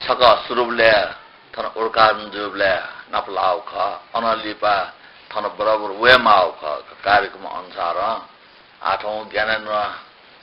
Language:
Newari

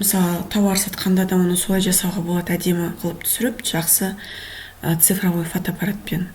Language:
Kazakh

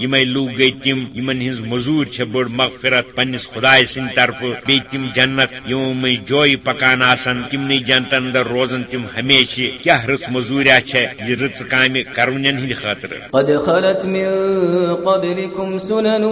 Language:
Kashmiri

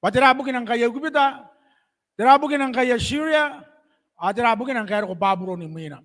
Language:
Gilbertese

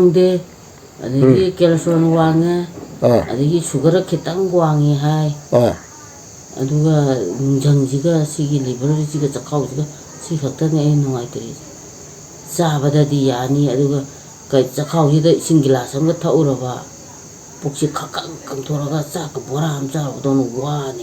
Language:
Manipuri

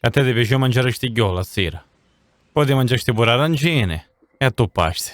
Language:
Sicilian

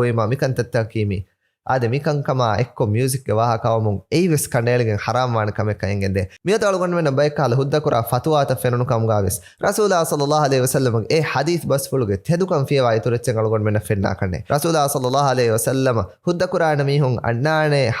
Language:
Divehi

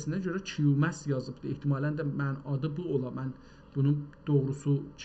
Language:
South Azerbaijani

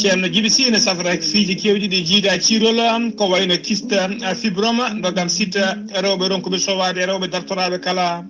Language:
Fula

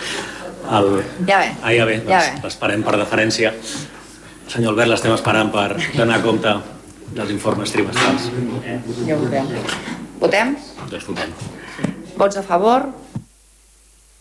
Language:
Catalan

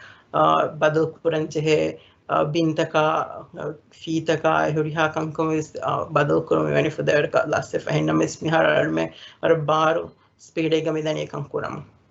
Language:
Divehi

